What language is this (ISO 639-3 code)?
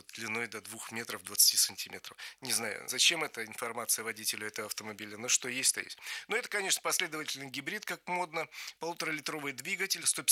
rus